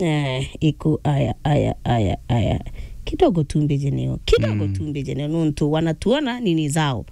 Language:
Meru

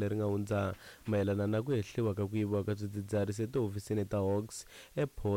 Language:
Tsonga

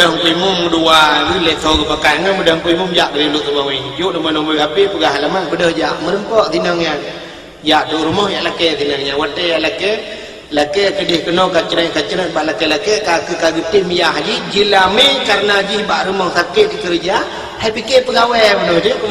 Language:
Achinese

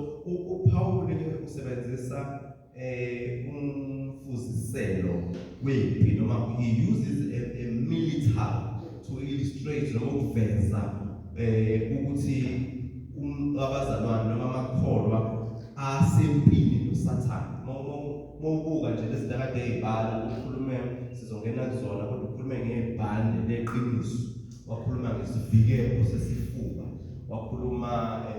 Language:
Zulu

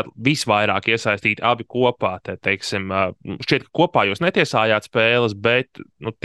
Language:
Latvian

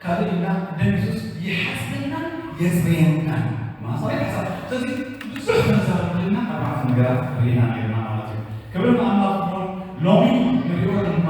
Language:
Tigrinya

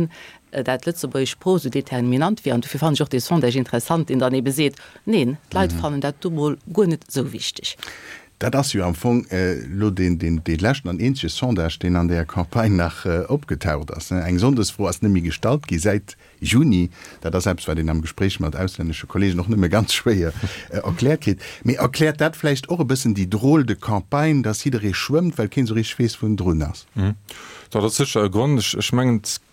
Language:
Luxembourgish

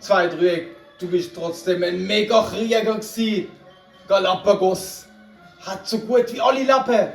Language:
Swiss German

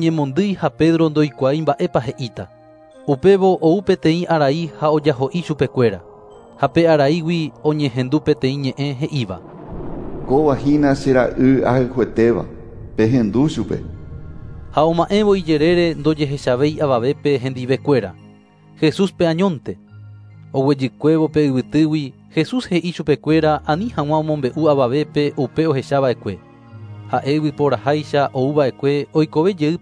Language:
Guarani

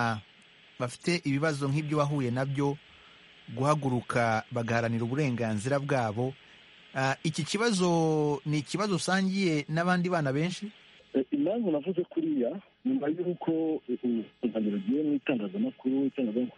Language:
Kinyarwanda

